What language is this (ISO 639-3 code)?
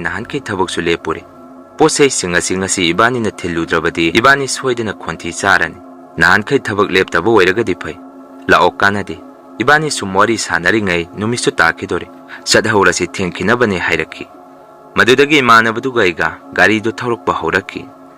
mni